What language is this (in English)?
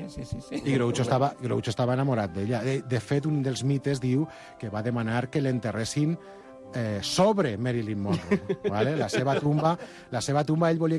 Catalan